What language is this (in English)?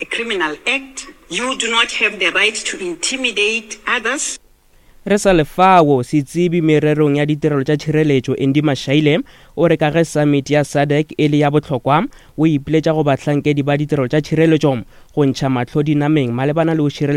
Northern Sotho